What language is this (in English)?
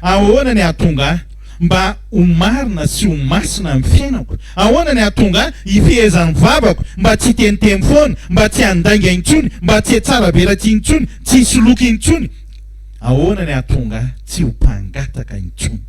Malagasy